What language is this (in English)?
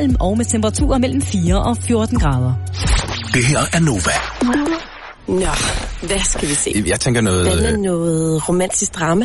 Danish